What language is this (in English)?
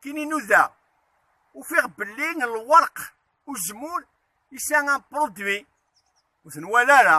Kabyle